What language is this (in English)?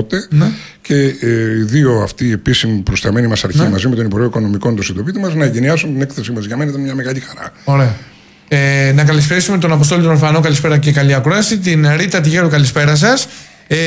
Greek